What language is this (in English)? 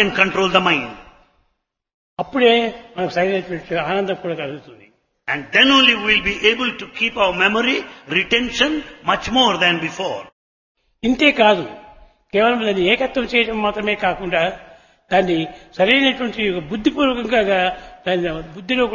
Telugu